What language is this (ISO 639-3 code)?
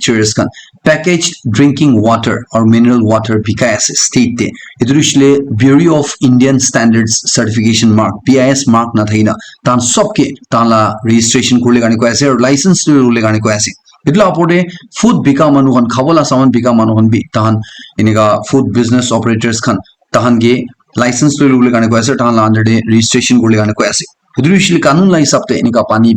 nag